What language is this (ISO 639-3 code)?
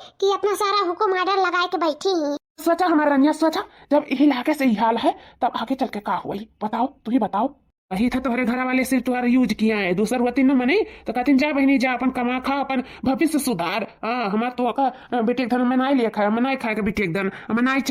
awa